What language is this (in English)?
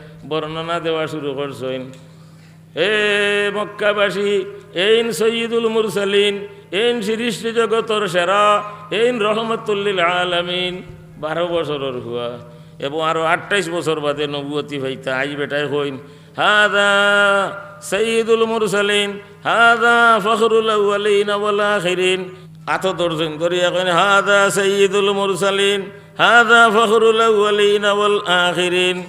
Sylheti